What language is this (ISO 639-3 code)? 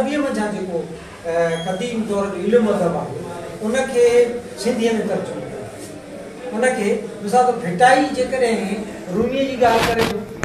snd